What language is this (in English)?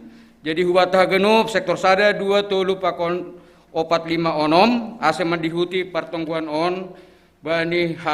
Batak Simalungun